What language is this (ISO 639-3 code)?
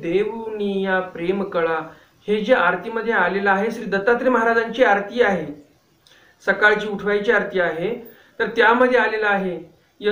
mar